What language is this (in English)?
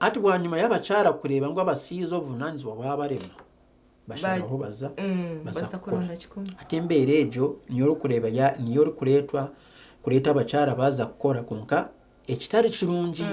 Nyankole